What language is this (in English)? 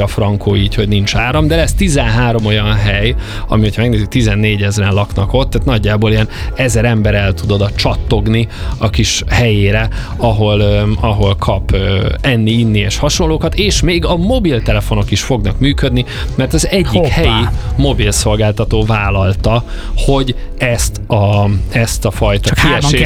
Hungarian